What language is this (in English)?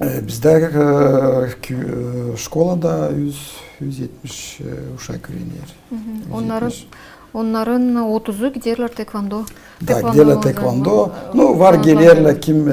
Gagauz